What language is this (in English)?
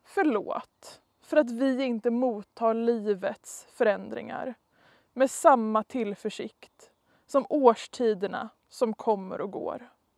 Swedish